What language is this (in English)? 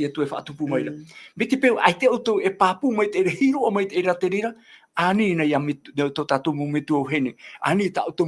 Tahitian